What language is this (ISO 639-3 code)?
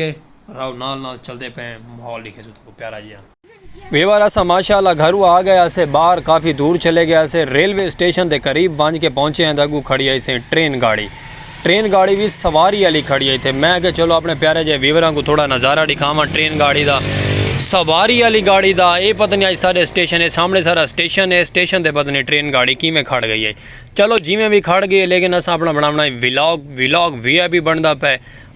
skr